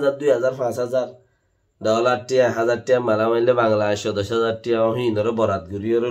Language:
Rohingya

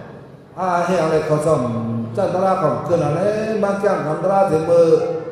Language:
Shan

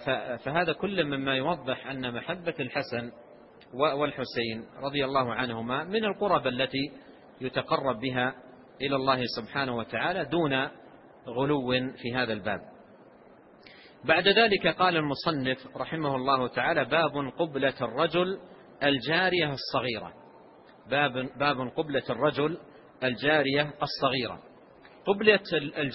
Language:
Arabic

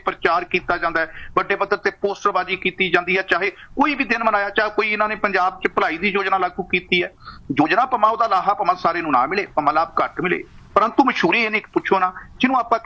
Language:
Punjabi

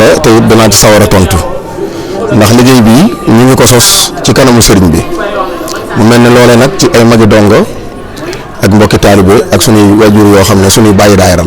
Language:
Wolof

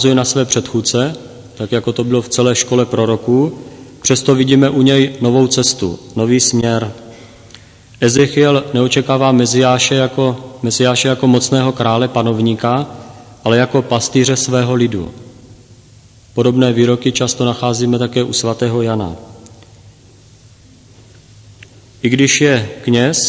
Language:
Czech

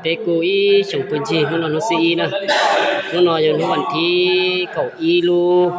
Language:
Hmong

